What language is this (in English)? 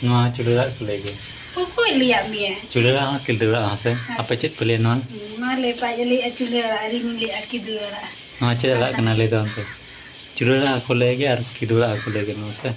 Santali